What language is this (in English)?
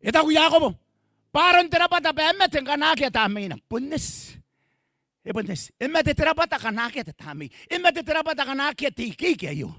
Gilbertese